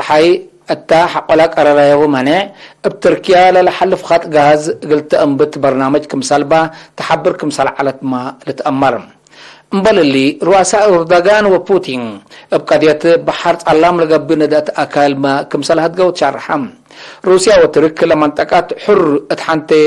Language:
Tigre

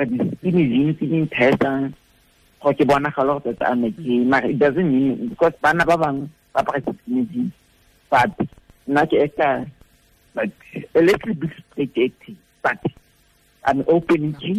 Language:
Tswana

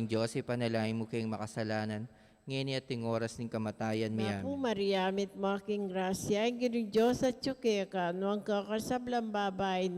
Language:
Pampanga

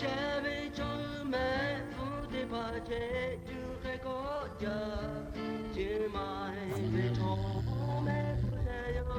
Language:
Lahu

